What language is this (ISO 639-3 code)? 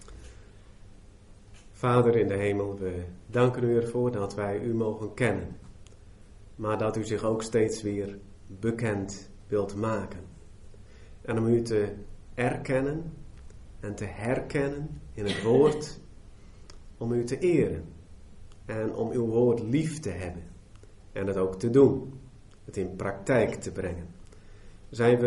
nld